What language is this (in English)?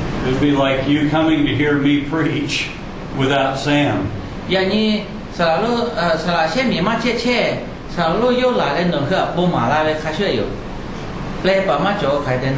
Lahu